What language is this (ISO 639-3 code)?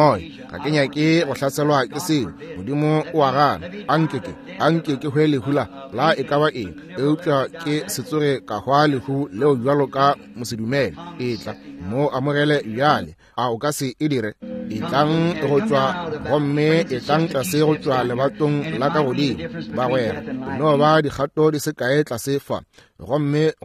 nso